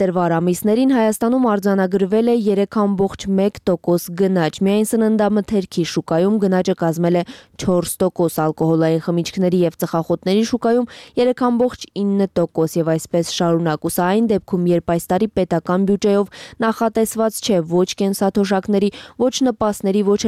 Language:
Armenian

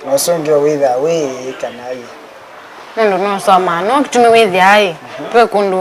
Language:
Kamba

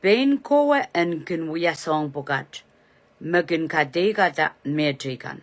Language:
Pohnpeian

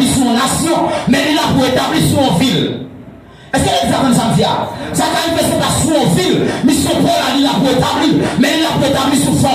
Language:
Haitian Creole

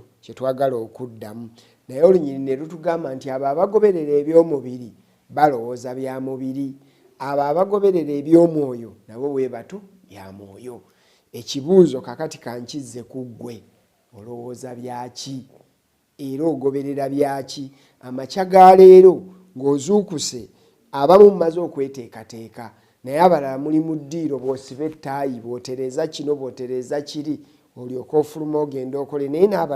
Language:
Ganda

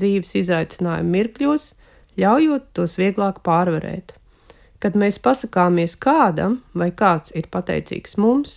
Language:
Latvian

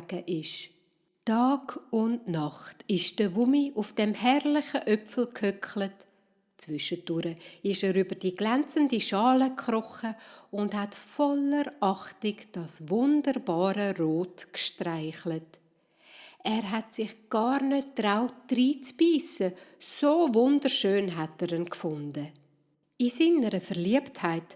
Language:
Swiss German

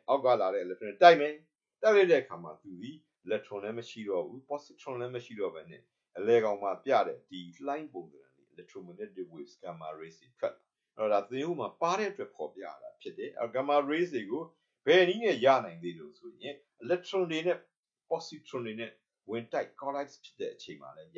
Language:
Burmese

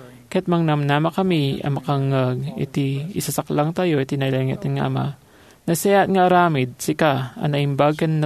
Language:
Iloko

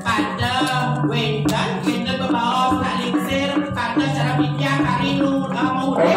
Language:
Balinese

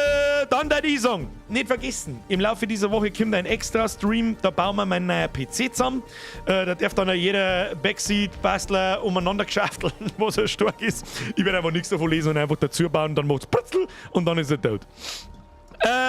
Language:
Bavarian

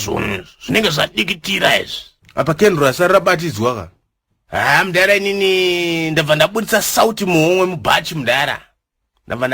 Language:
Shona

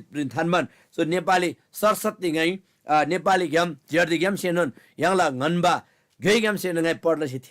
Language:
Eastern Tamang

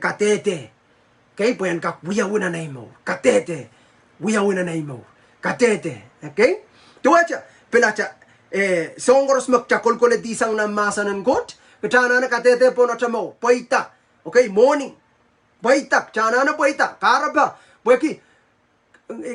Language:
Pohnpeian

